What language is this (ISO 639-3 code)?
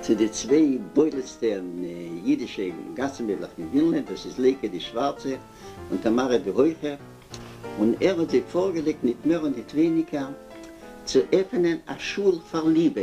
yid